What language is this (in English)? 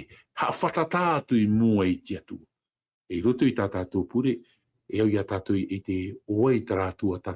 Tahitian